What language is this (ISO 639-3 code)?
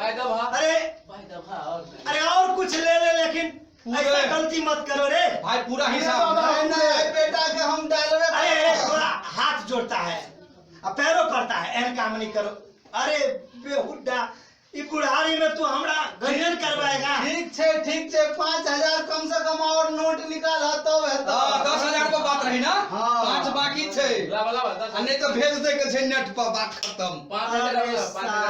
mai